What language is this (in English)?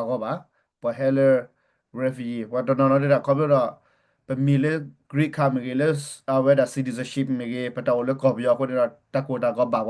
S'gaw Karen